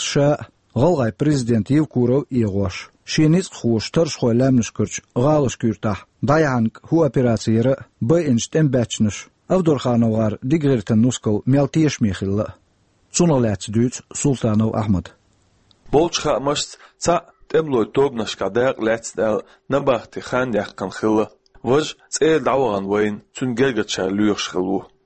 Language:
Chechen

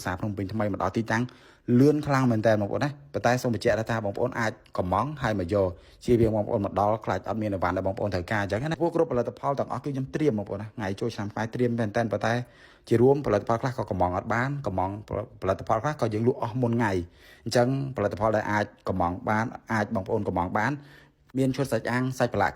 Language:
Khmer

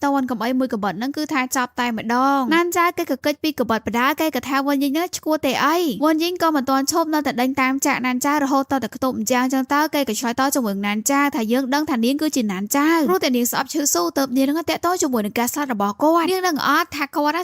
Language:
Khmer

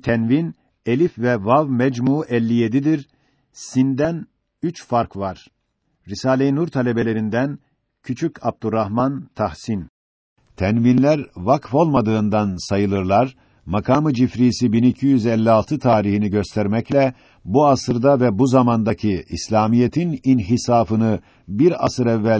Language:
Turkish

